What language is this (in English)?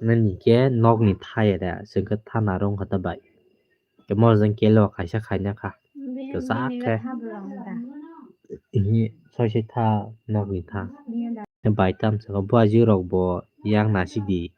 Kok Borok